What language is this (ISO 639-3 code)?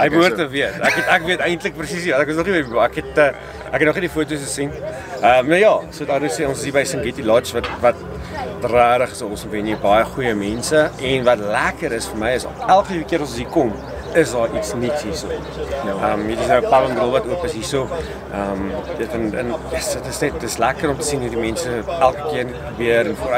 afr